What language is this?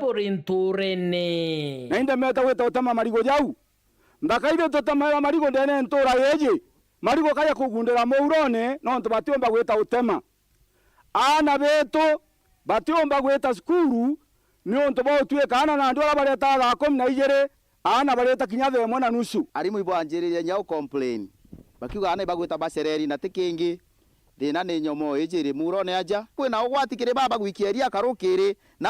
Meru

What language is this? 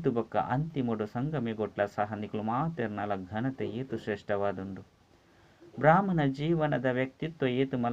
Tulu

